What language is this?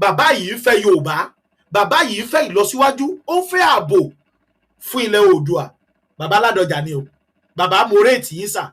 Yoruba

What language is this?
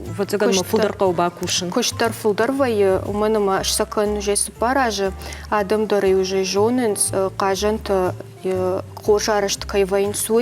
Ossetic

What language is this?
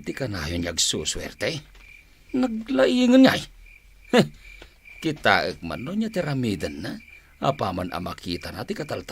Iloko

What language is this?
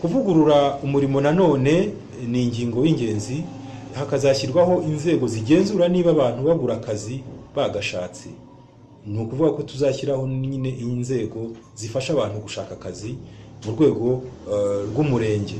Kinyarwanda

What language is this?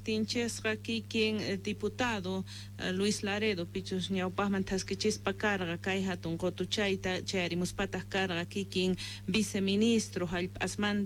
Quechua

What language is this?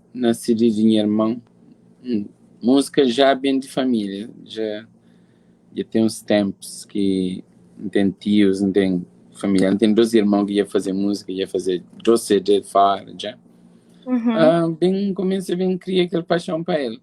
Kabuverdianu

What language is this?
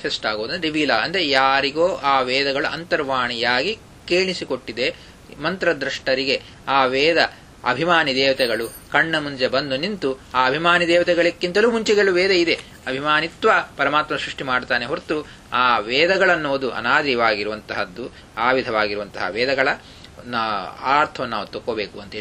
Kannada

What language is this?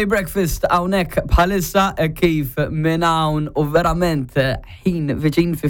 Maltese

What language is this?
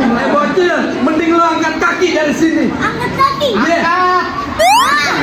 Betawi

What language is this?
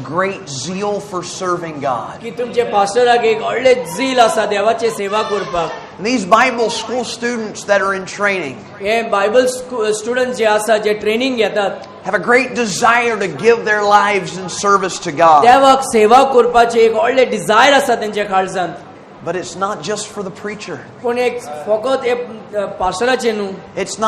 Konkani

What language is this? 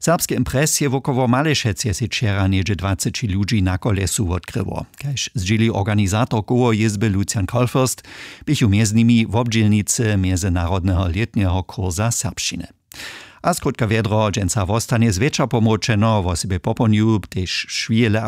Upper Sorbian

